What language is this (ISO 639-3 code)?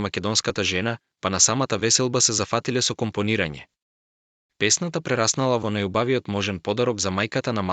mkd